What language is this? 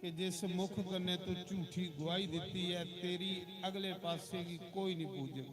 Dogri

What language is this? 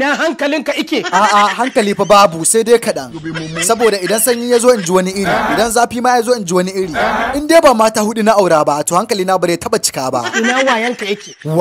Hausa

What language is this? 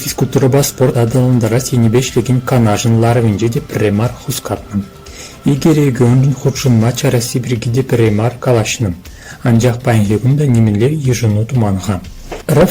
Chuvash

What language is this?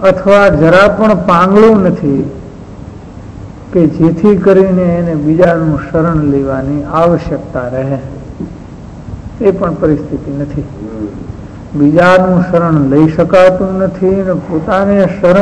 Gujarati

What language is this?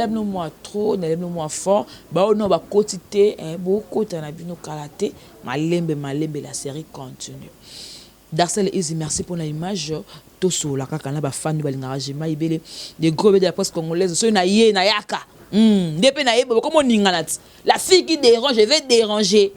Lingala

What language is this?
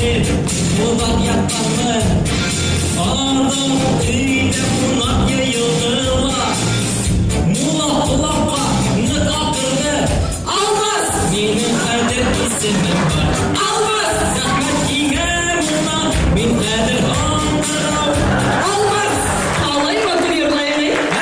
Bashkir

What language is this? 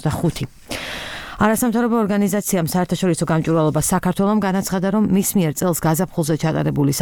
Georgian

